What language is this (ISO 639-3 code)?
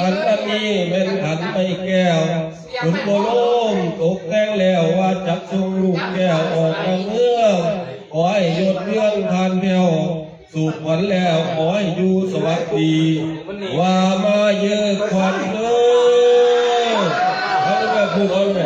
lao